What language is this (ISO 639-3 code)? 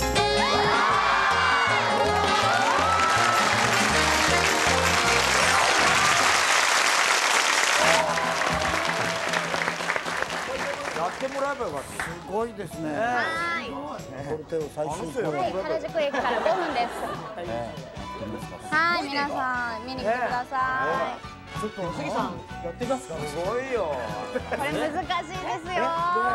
jpn